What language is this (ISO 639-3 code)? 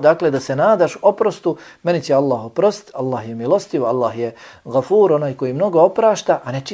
bos